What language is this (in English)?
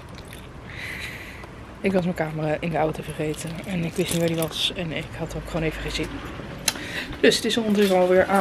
Dutch